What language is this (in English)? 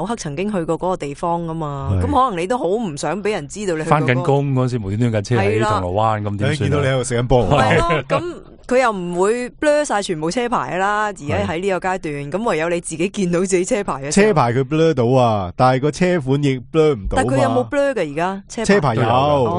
Cantonese